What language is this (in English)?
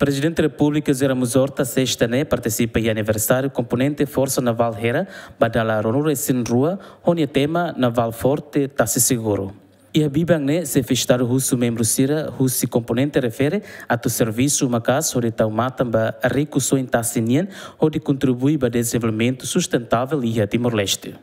Tetum